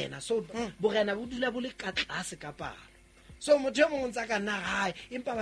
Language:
Southern Sotho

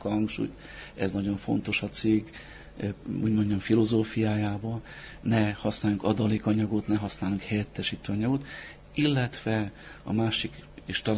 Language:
Hungarian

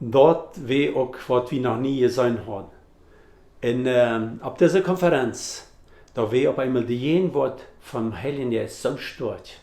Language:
Plautdietsch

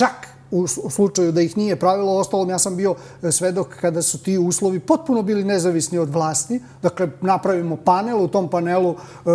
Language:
Serbian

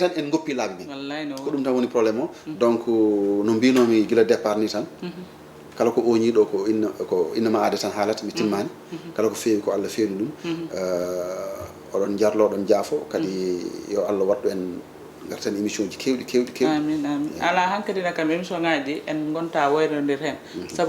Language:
Fula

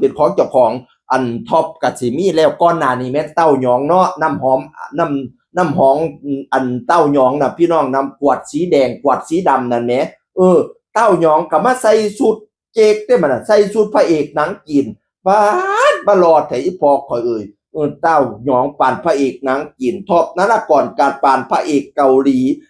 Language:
Northeastern Thai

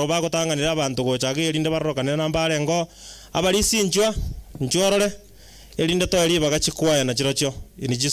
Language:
Gusii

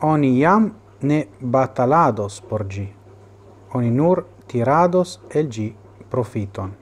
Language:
Esperanto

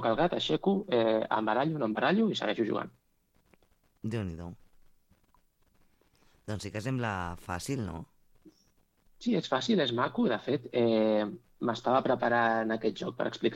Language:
Catalan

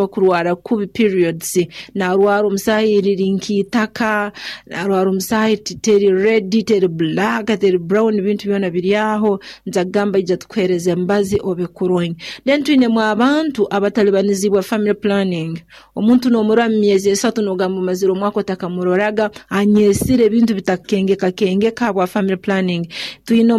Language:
Nyoro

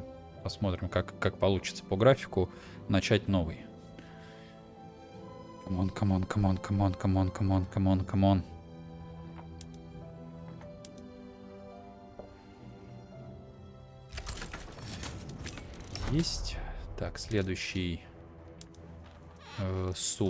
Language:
Russian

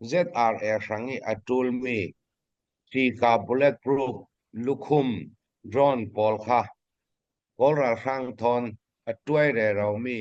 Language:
Hakha Chin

